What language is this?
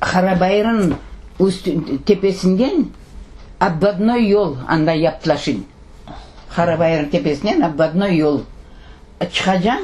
Crimean Tatar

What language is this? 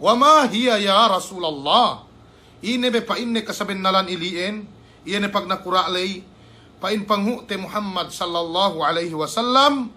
Yakan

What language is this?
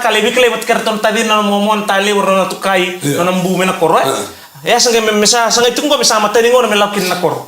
Fijian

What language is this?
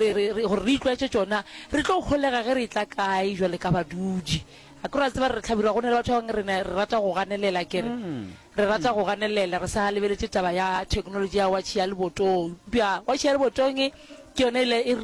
Northern Sotho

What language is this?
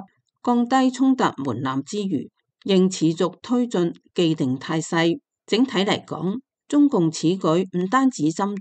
Cantonese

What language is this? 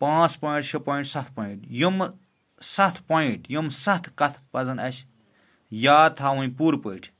Kashmiri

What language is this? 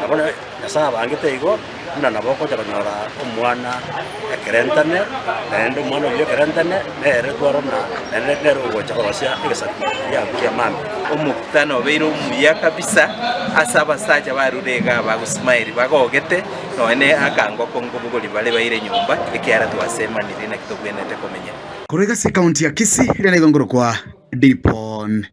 Gusii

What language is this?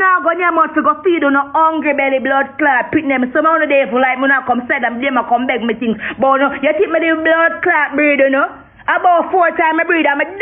Jamaican Creole English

